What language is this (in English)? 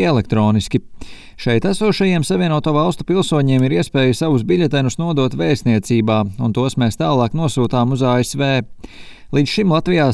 Latvian